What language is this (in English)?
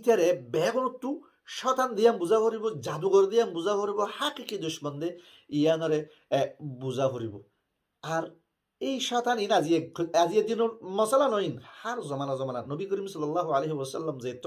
Rohingya